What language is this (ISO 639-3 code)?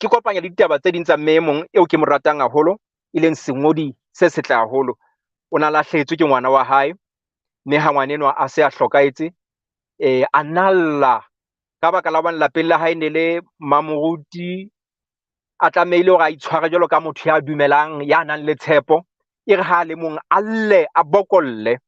sot